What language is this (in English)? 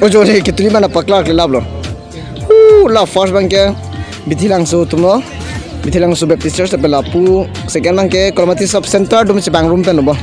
Karbi